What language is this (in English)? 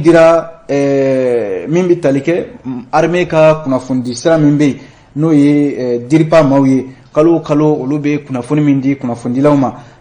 Bambara